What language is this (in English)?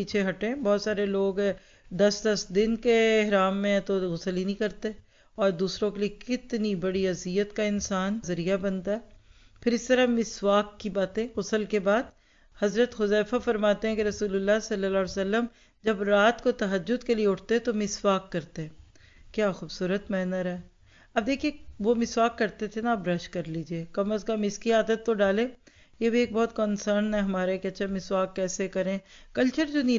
Urdu